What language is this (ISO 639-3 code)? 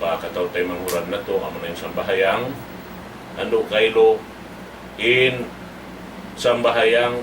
tsg